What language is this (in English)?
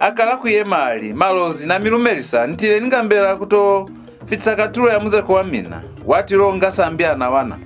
Lozi